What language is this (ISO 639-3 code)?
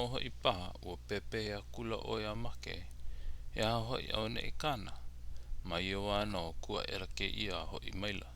haw